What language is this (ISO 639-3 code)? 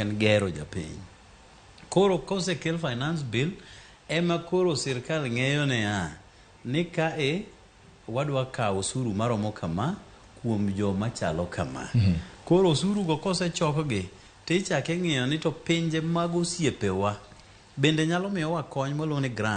luo